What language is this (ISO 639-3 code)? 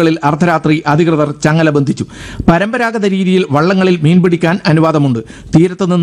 mal